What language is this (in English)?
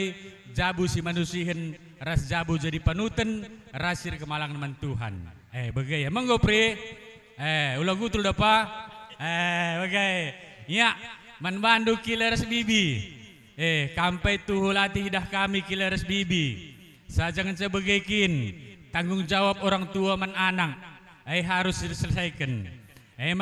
Batak Karo